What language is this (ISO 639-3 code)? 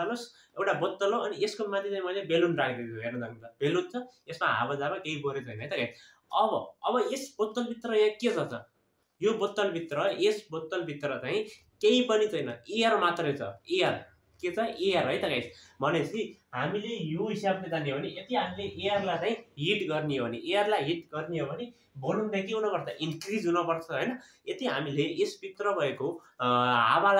nep